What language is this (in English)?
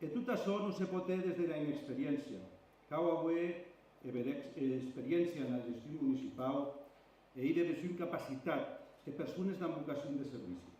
Occitan